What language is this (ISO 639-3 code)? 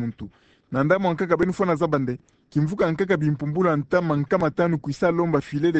ktu